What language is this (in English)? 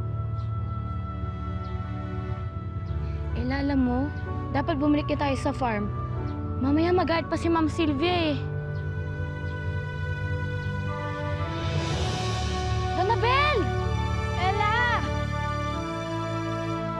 Filipino